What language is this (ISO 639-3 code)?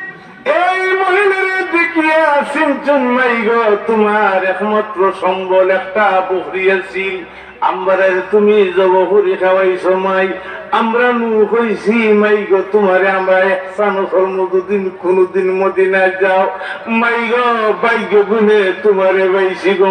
syl